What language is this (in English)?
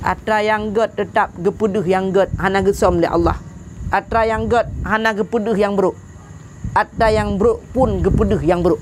Achinese